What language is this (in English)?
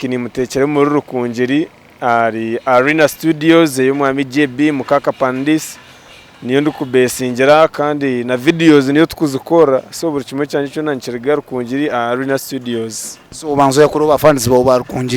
Nyankole